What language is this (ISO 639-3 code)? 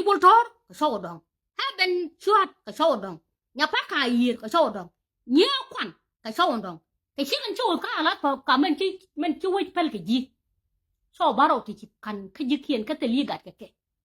nus